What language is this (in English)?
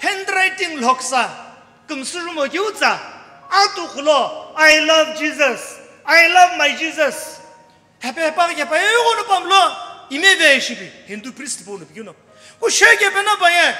Sumi Naga